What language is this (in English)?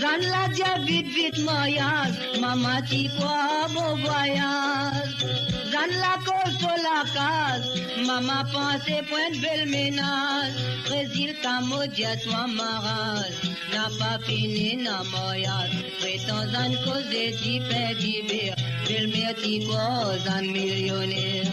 Morisyen